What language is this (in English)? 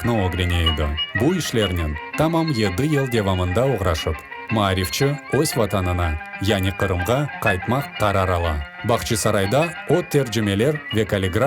Crimean Tatar